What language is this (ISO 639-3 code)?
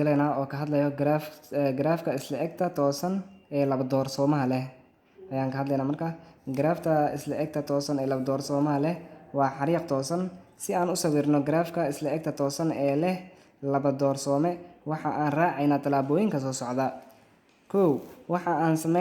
som